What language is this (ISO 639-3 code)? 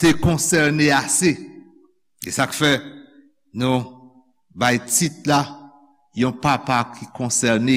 hat